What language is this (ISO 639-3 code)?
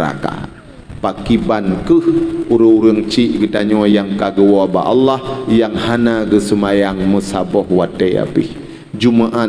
ace